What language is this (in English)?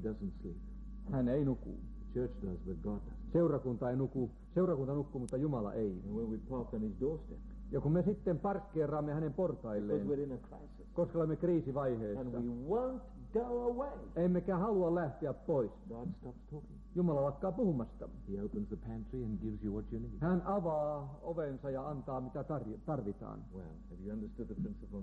Finnish